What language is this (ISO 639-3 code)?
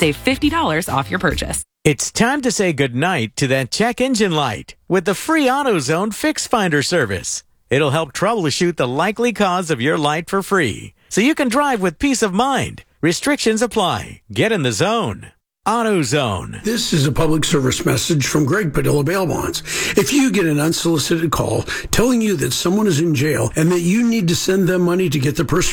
eng